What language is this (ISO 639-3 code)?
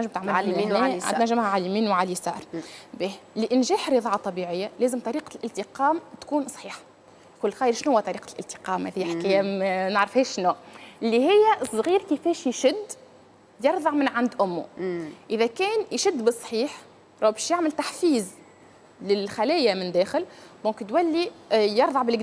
aeb